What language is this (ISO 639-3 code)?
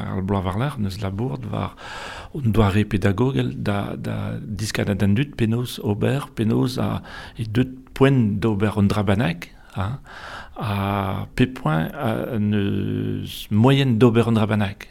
bre